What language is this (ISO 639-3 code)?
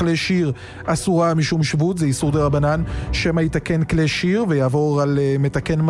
heb